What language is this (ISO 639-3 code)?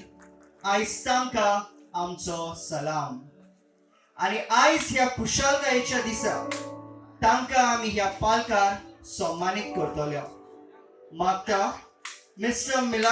kok